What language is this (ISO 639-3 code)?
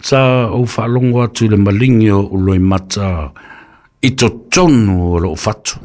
smo